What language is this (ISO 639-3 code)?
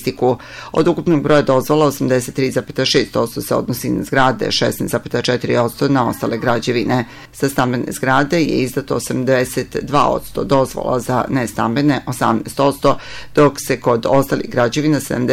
srp